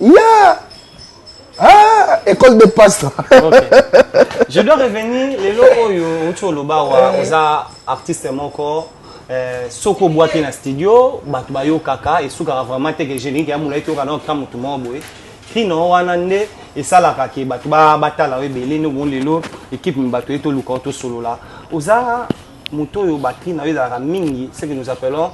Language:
Lingala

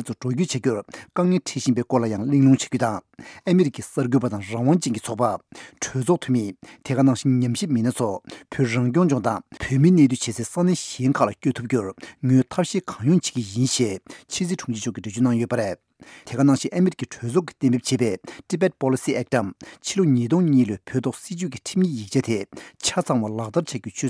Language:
Tibetan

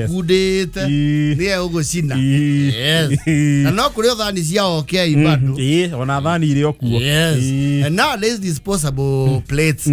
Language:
Kikuyu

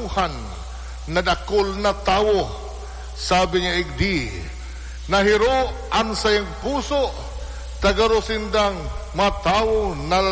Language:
Bikol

